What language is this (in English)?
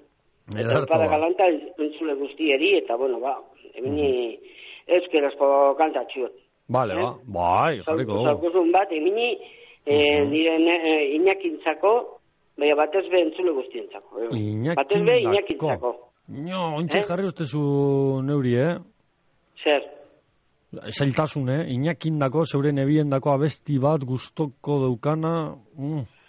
Basque